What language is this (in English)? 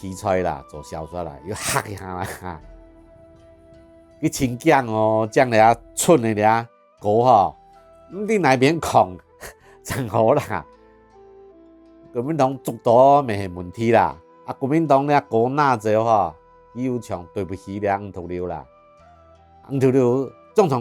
Hakka Chinese